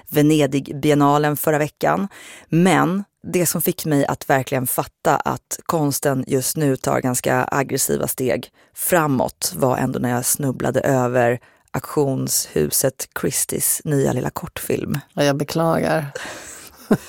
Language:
Swedish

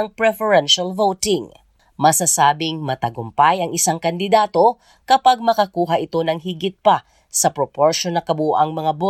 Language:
Filipino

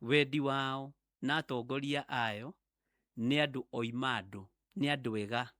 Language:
Kikuyu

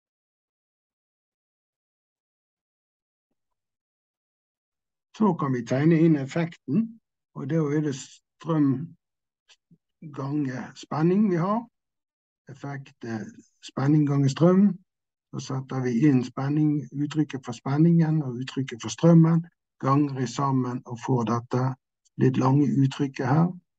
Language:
Norwegian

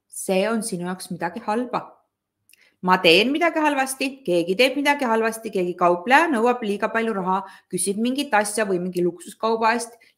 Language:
Estonian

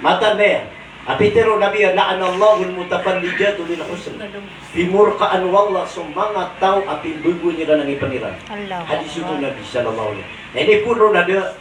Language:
Maranao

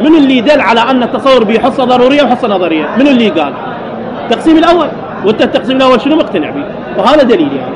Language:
Mesopotamian Arabic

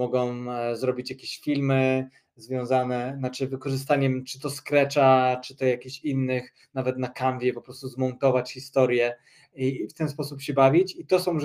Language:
Polish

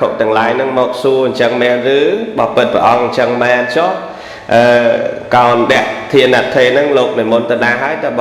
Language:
Khmer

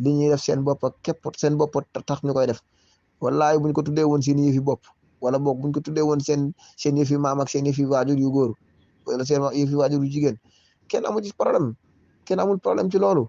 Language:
Wolof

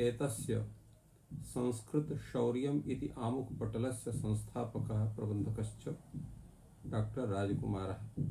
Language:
Sanskrit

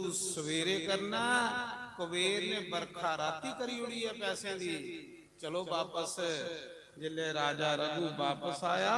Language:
Dogri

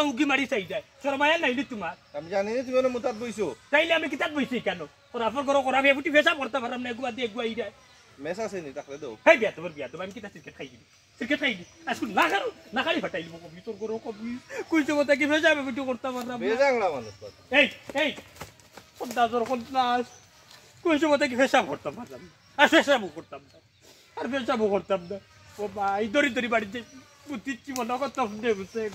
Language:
Sylheti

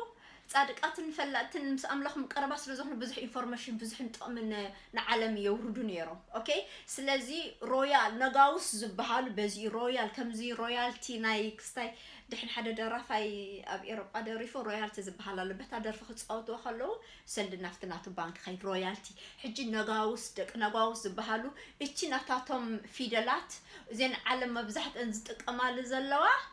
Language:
Tigrinya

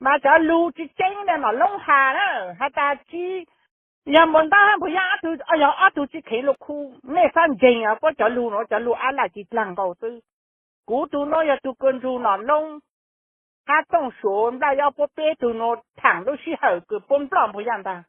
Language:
Hmong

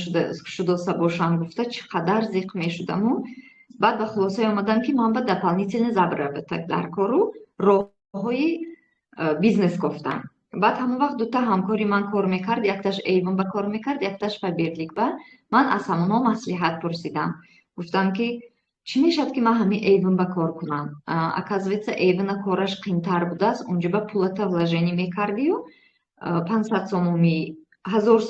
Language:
Tajik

